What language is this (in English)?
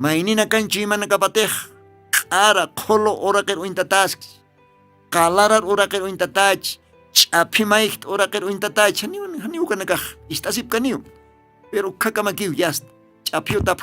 Aymara